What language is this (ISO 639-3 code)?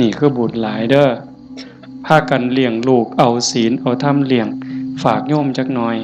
tts